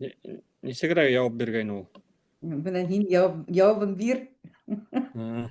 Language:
Bashkir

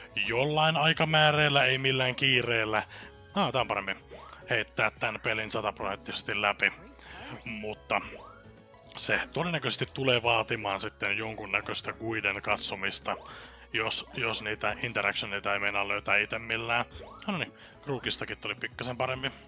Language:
Finnish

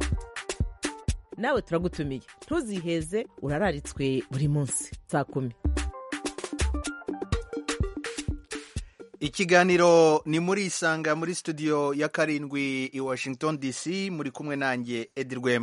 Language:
Kinyarwanda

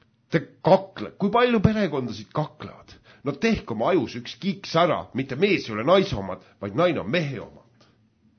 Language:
Estonian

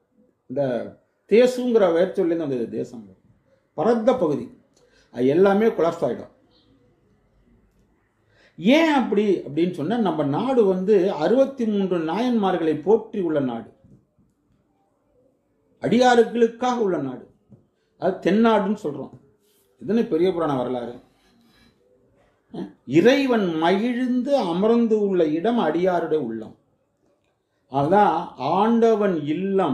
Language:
Tamil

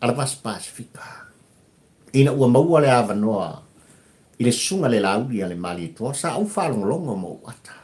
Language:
Samoan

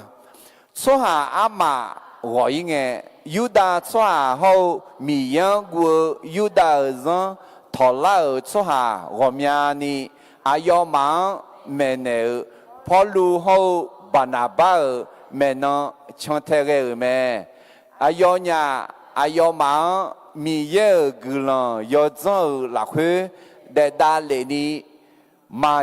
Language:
Akha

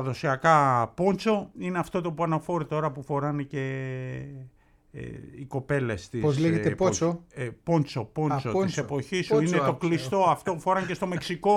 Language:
Greek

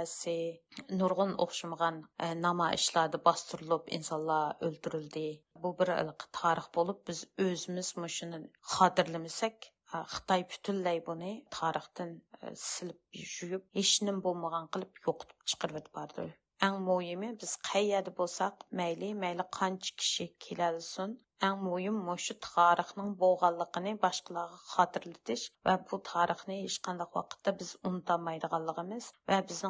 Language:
Uyghur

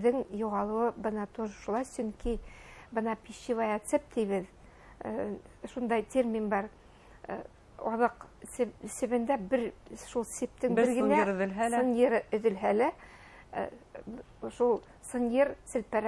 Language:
Bashkir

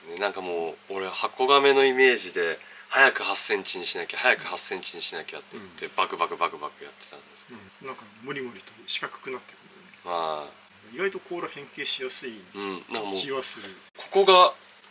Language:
Japanese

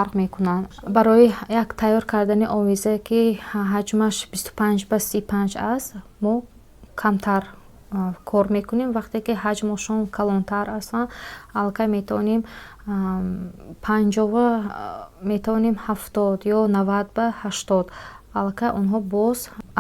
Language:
Tajik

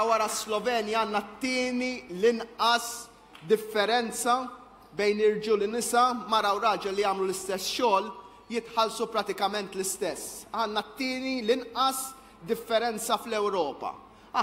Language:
Maltese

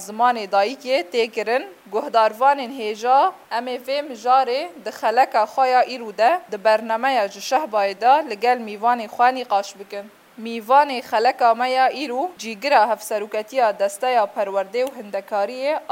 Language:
Kurdish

